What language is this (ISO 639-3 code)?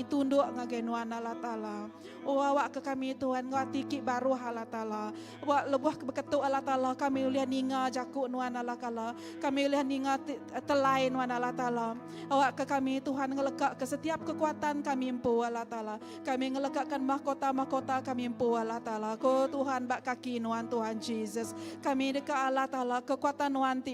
iba